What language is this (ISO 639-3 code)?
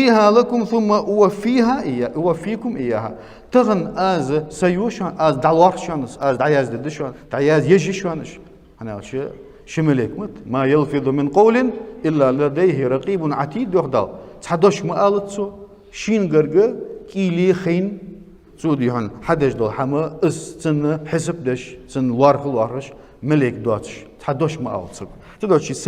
inh